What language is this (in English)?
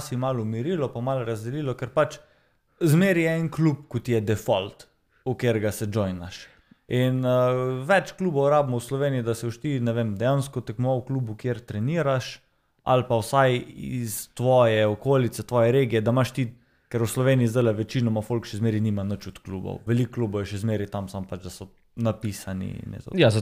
Slovenian